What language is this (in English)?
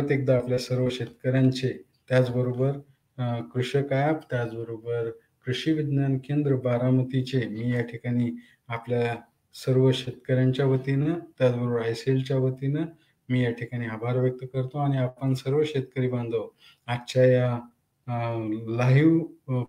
Marathi